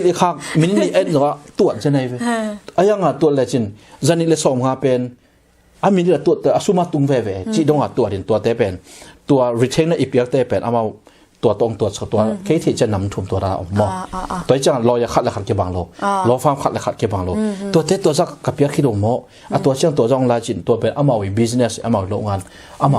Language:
Tedim Chin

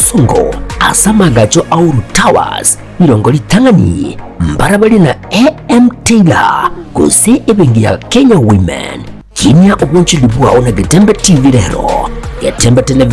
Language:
Gusii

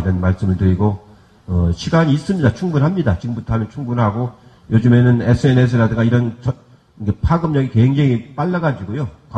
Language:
Korean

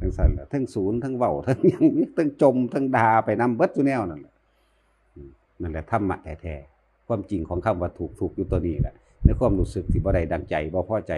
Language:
Northeastern Thai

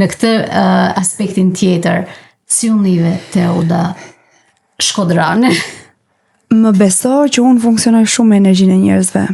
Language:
Albanian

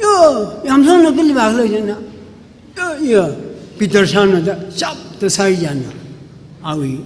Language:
Tangkhul Naga (India)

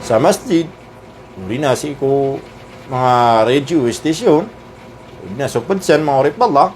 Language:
Maranao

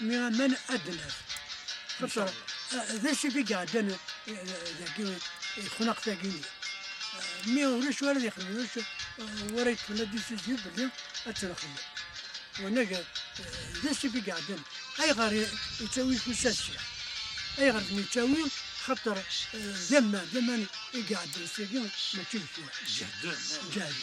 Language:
Kabyle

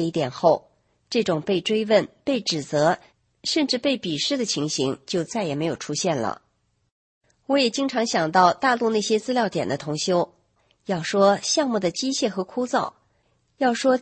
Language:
Chinese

